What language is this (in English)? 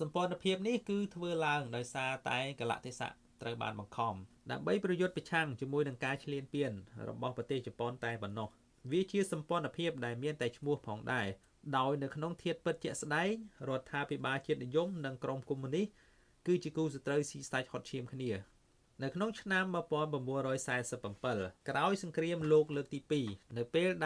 Khmer